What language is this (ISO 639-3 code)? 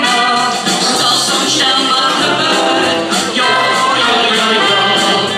lim